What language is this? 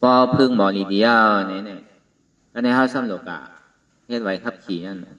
Shan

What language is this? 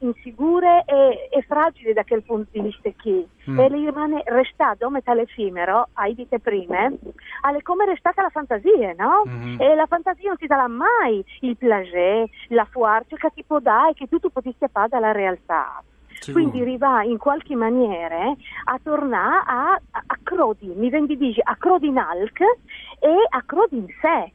Friulian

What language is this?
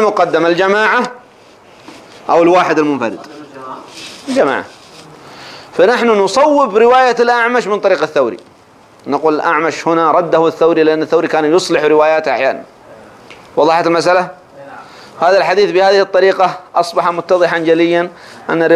Arabic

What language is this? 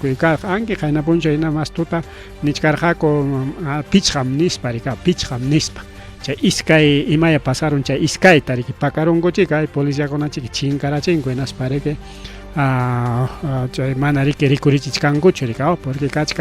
Ayacucho Quechua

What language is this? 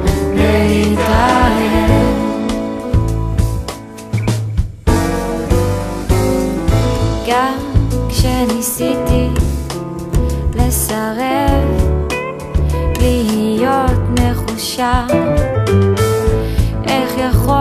Hebrew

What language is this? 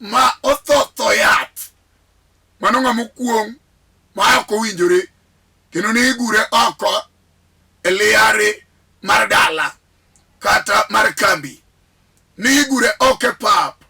Luo (Kenya and Tanzania)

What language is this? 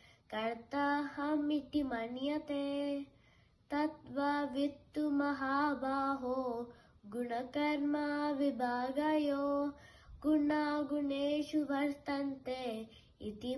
Sanskrit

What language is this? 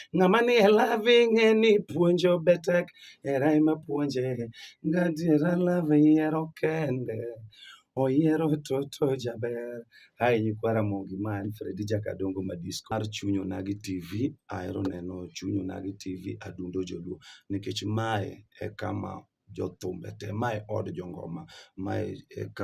Luo (Kenya and Tanzania)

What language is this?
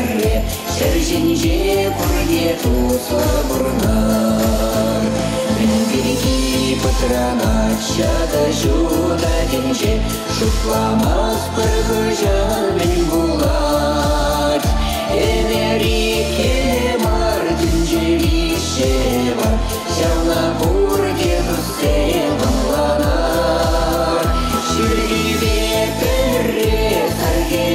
Chuvash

